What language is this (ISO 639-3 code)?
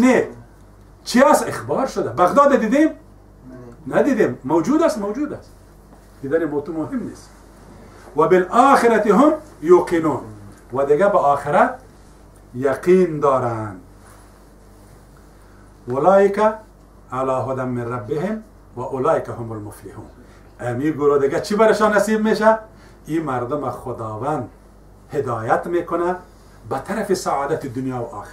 fas